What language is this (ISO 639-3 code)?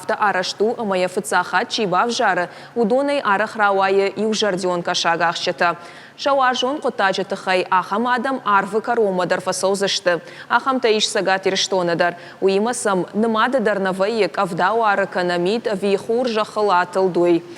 oss